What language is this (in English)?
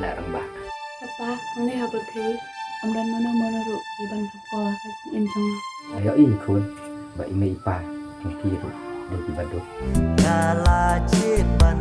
Khasi